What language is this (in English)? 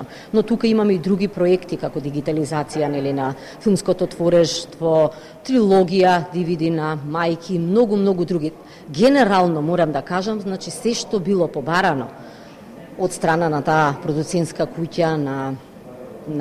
Macedonian